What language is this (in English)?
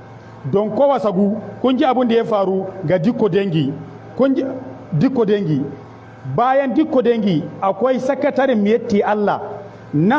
Hausa